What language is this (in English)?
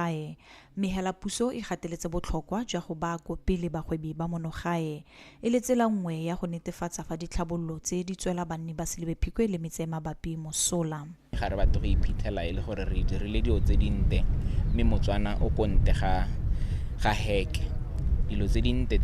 Tswana